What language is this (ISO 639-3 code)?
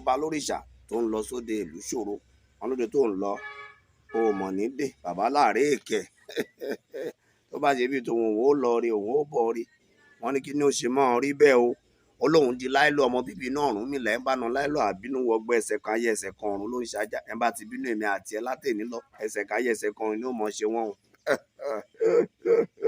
yor